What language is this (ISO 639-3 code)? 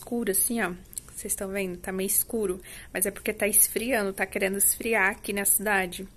por